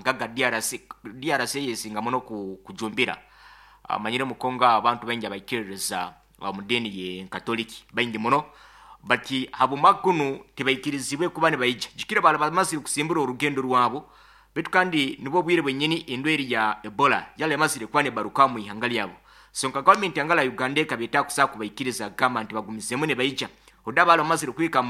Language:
Nyoro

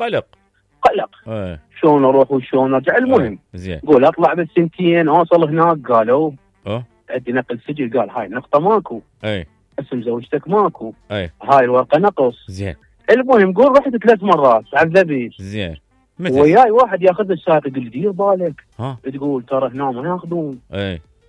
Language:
Mesopotamian Arabic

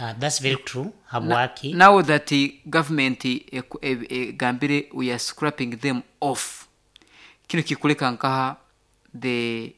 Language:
Nyoro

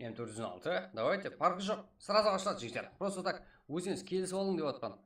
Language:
Kara-Kalpak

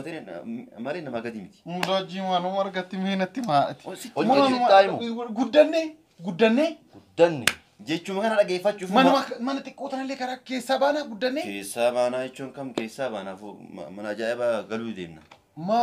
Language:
Oromo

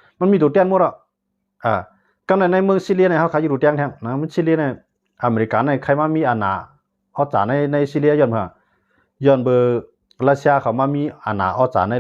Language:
Shan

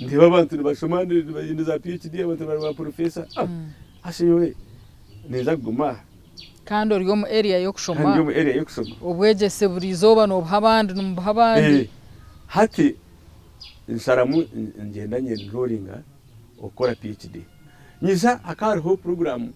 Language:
Nyankole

